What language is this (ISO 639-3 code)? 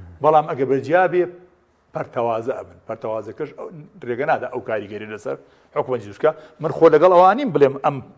ckb